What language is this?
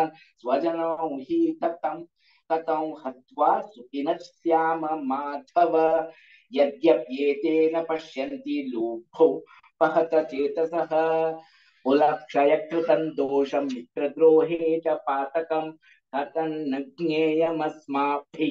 Sanskrit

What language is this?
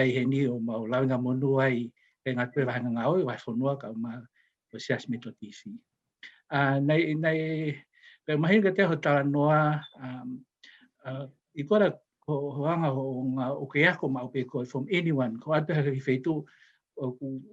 Tongan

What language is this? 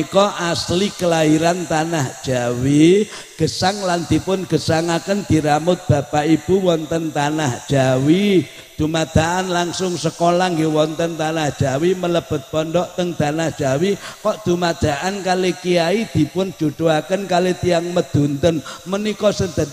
Madurese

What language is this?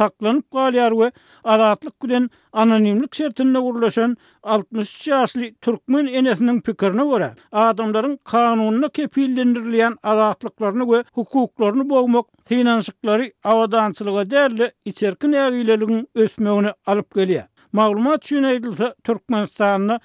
Turkmen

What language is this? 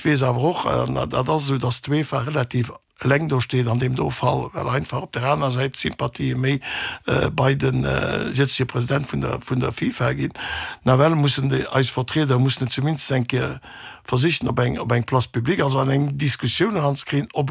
Luxembourgish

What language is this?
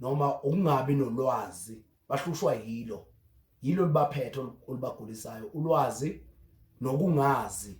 Zulu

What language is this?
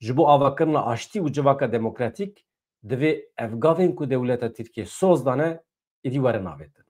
Kurdish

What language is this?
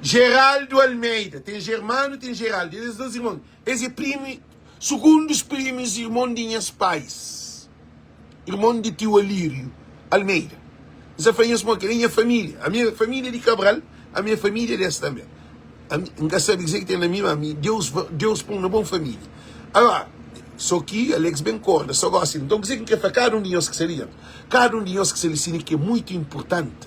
Kabuverdianu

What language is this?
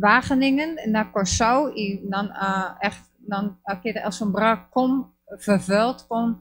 Papiamento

